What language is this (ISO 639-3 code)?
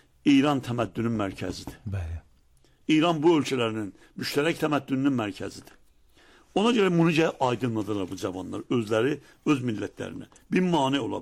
aze